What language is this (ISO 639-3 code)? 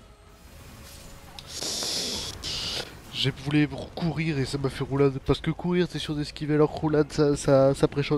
fra